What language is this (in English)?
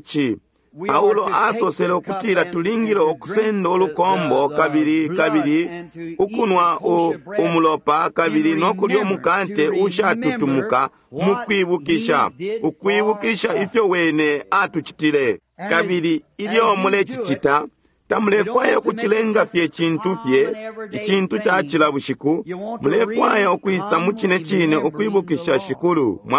Bemba